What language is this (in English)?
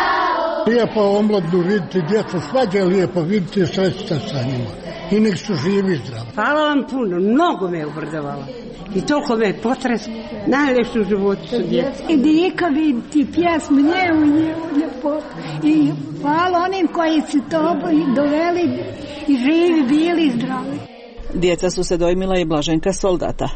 Croatian